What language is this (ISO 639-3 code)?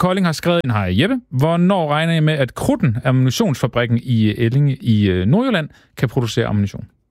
dan